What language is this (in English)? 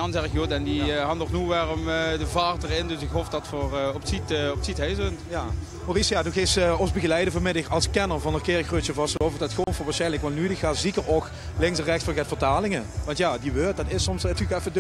Limburgish